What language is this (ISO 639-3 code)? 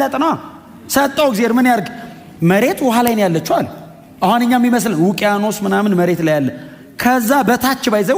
amh